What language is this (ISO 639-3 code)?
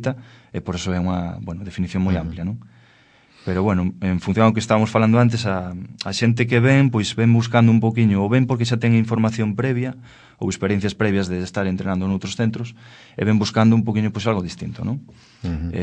glg